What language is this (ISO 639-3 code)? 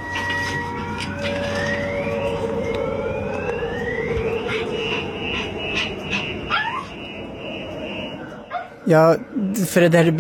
swe